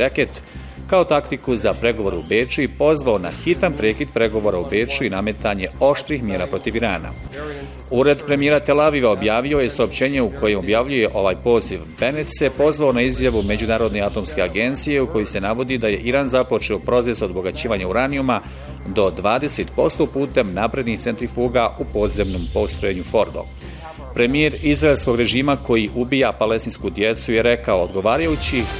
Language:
Bosnian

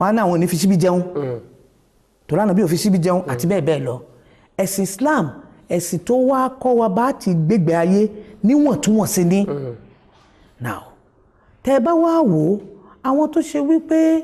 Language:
Yoruba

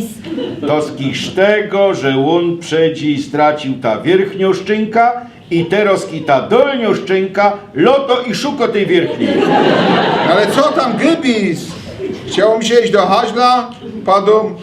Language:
Silesian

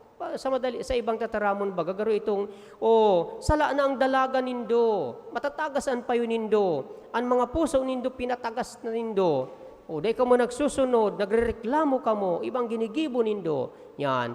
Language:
Bikol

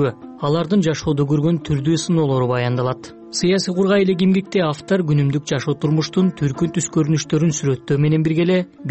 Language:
Kyrgyz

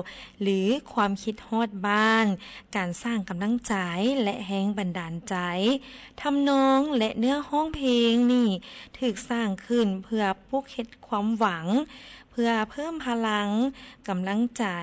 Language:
Lao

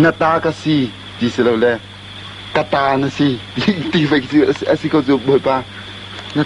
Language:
Hakha Chin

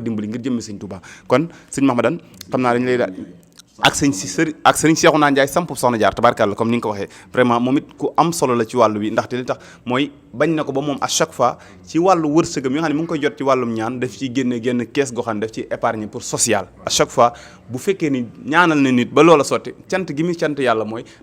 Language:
Wolof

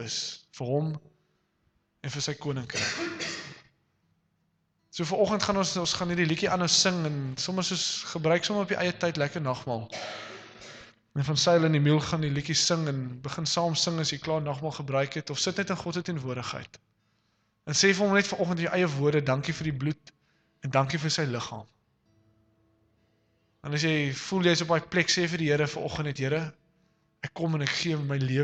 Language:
Afrikaans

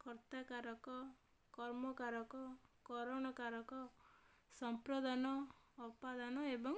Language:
Odia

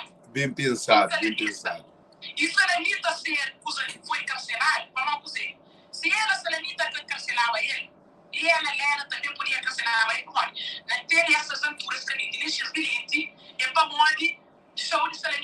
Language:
Kabuverdianu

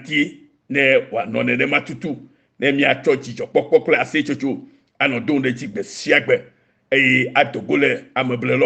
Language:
Ewe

